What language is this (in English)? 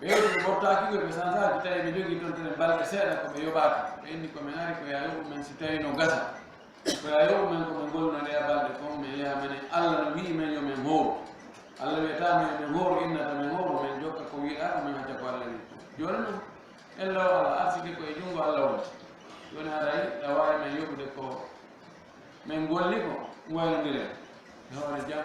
Fula